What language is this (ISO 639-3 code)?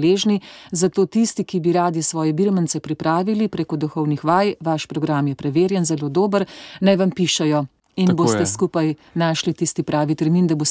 slv